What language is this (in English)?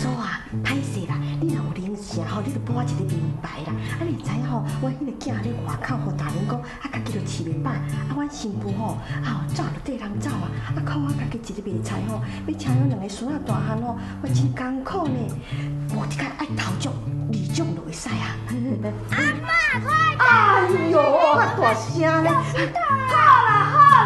Min Nan Chinese